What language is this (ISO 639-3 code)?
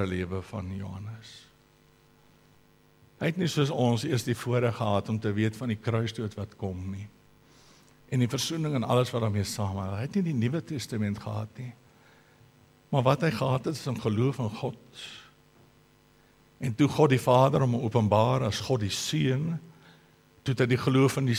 afr